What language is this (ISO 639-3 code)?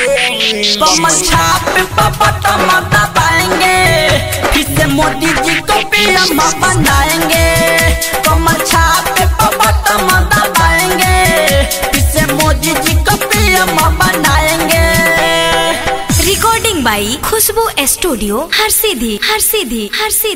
bho